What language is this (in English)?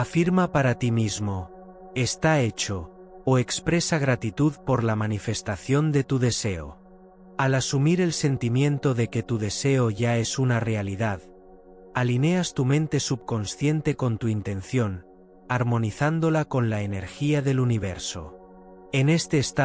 Spanish